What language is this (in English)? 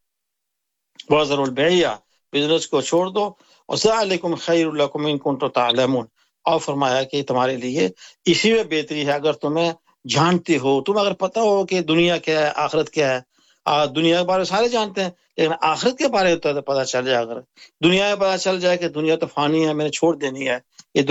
Urdu